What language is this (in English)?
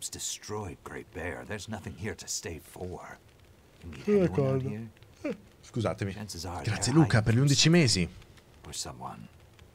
Italian